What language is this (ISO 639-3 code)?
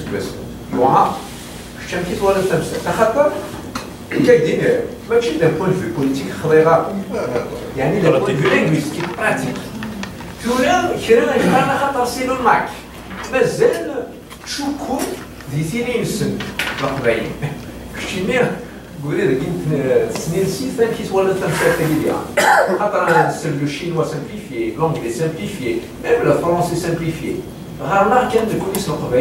kab